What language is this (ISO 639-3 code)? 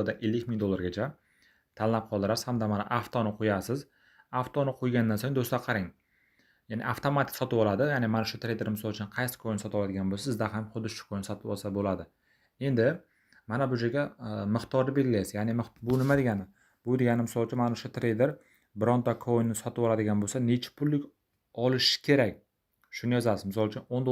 uzb